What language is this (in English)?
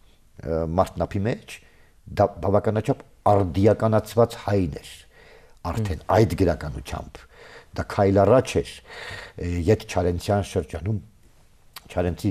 Armenian